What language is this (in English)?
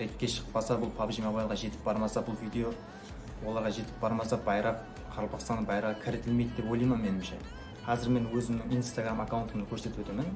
Kara-Kalpak